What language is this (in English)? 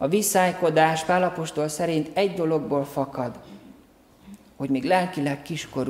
Hungarian